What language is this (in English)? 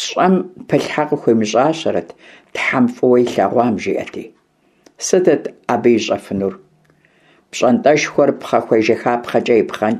Kabardian